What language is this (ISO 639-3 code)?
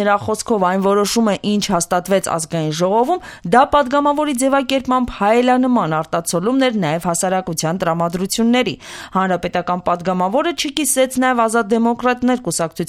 hye